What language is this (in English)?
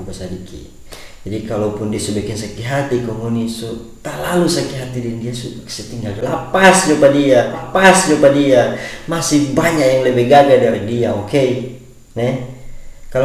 Manado Malay